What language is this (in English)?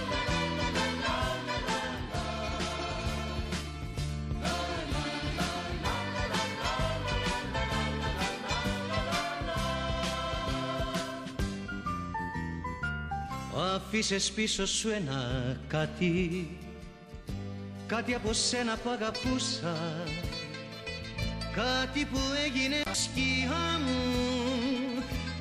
Greek